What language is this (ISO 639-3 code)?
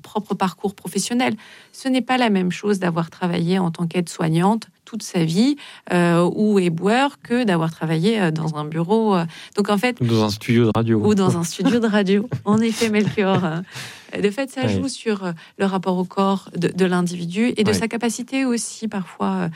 fra